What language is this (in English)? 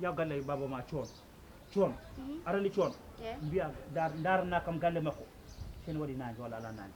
Fula